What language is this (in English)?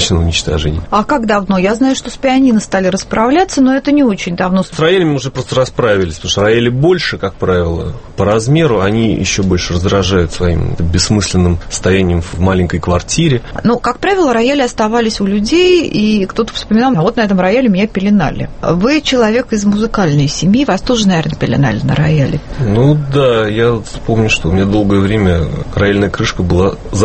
Russian